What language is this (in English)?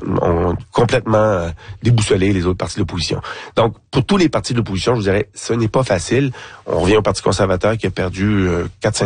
French